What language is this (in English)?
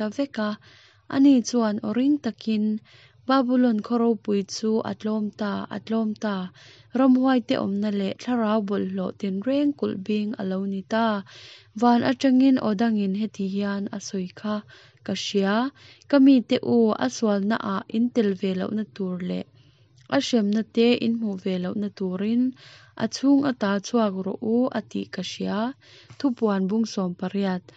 Mizo